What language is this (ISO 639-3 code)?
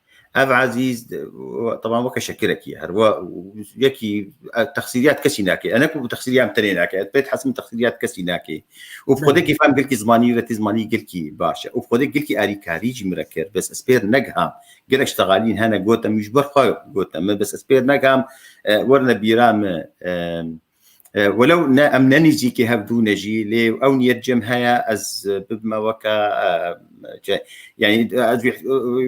kur